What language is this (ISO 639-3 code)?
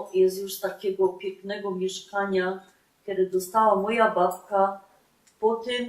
szl